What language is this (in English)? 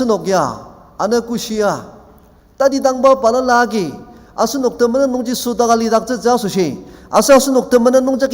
Ao Naga